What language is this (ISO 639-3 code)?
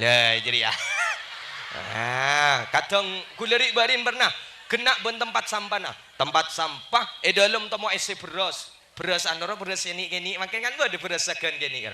mad